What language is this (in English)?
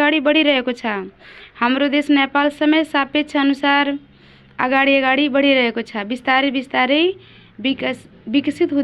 Nepali